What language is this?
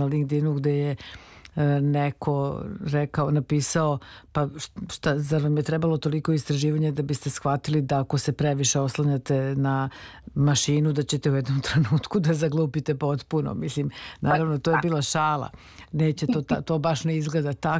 Serbian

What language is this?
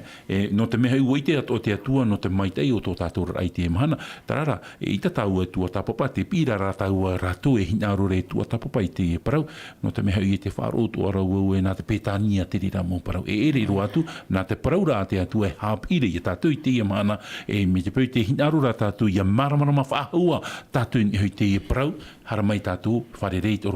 Tahitian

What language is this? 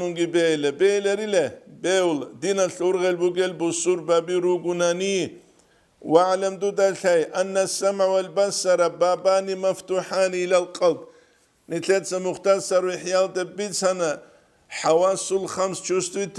Avaric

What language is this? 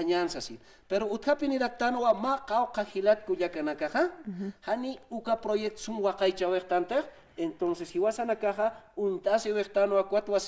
Aymara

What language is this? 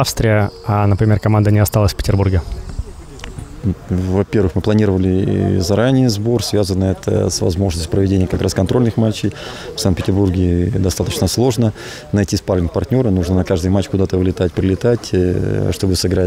Russian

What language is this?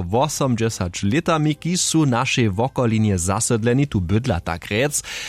Upper Sorbian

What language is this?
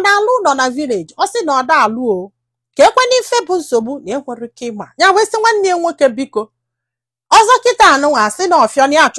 Igbo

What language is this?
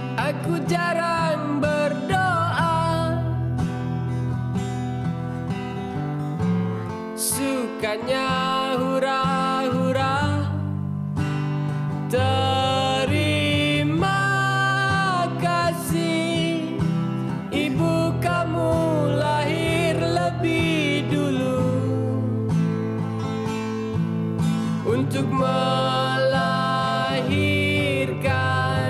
Indonesian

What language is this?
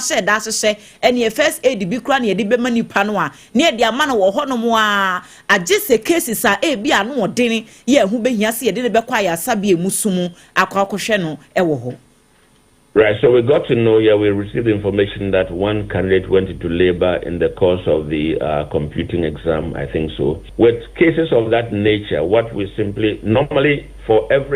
Akan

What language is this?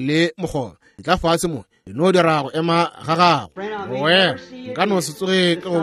Northern Sotho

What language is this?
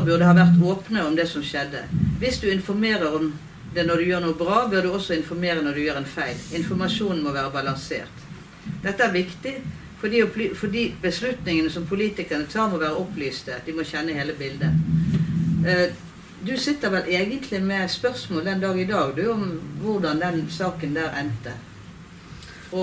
Norwegian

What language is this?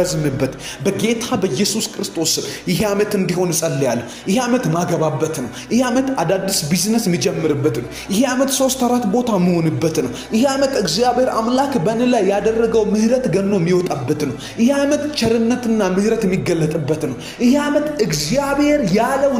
Amharic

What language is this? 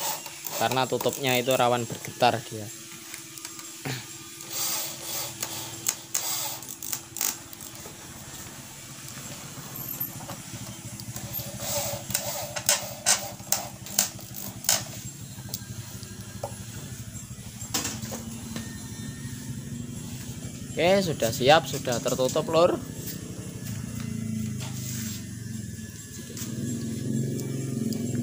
Indonesian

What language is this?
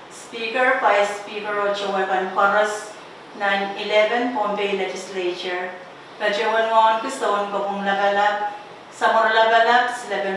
Pohnpeian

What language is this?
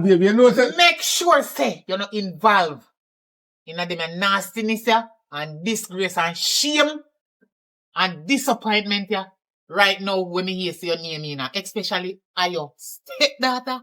Jamaican Creole English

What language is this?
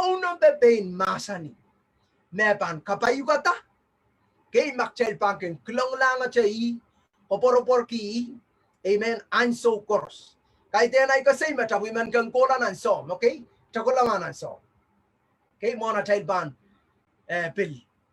Pohnpeian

